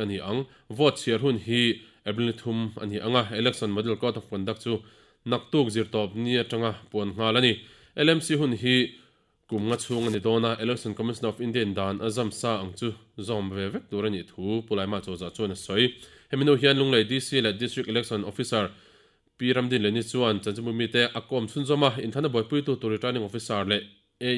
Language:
Mizo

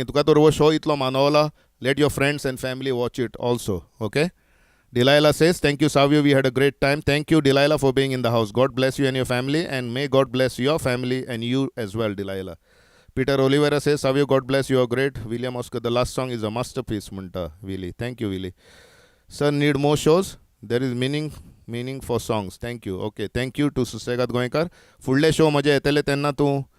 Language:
Konkani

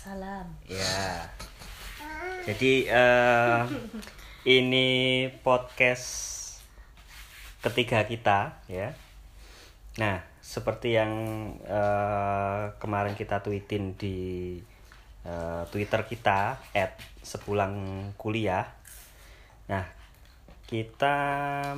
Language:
Indonesian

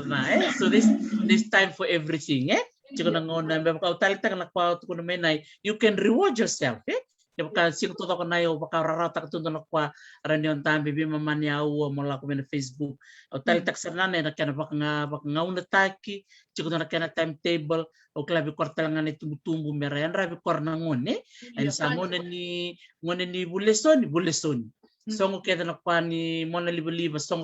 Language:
Fijian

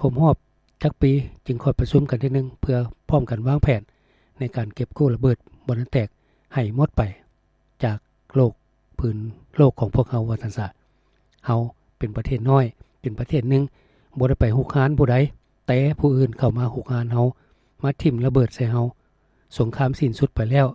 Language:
Lao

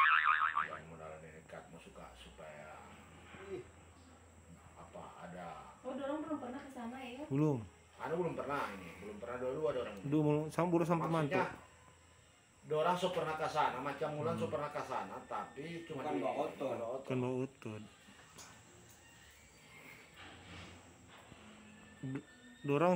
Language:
Indonesian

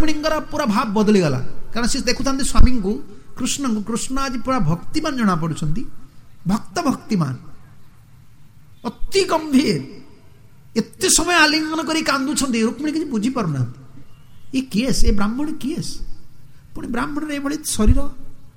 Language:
Odia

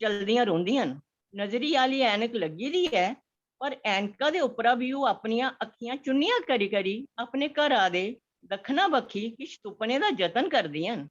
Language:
Dogri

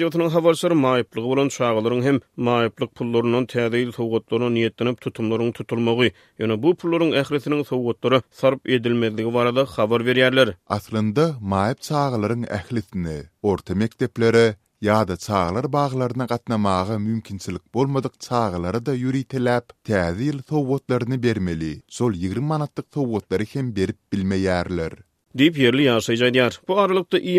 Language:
Turkmen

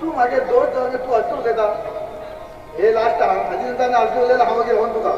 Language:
Konkani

